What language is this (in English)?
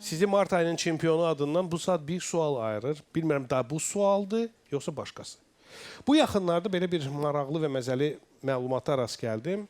Azerbaijani